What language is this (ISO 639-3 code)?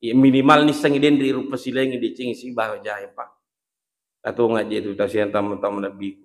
bug